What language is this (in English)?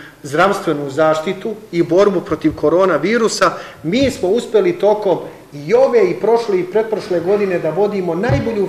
Serbian